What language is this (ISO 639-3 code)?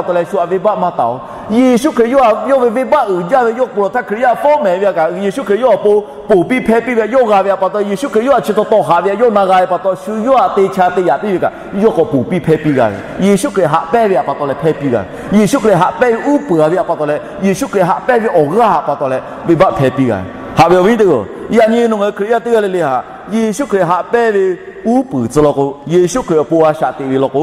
lhu